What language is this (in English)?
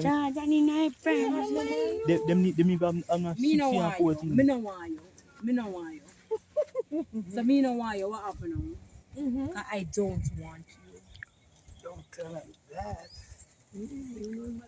Jamaican Creole English